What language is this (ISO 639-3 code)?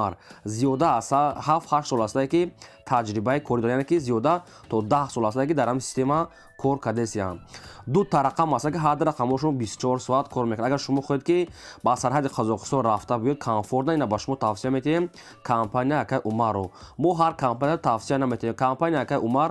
tgk